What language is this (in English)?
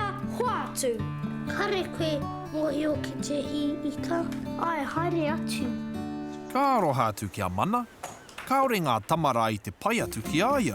Māori